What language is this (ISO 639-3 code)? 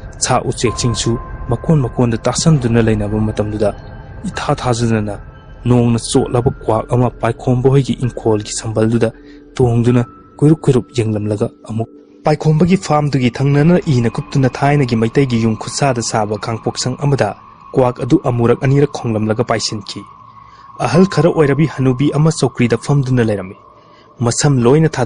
mni